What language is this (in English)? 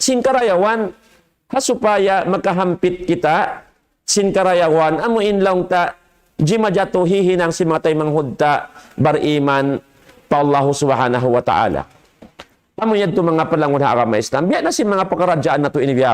Tausug